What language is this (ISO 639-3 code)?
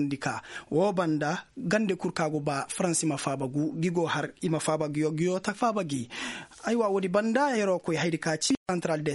ses